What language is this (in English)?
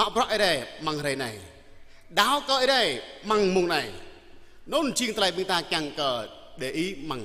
Jarai